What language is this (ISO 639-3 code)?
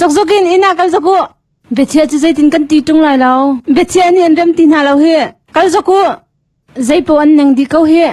cnh